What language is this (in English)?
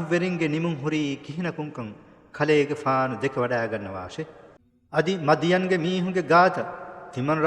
Divehi